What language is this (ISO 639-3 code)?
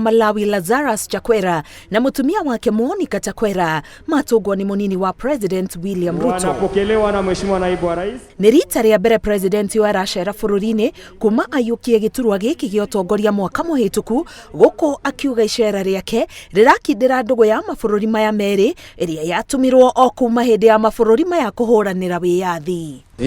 kik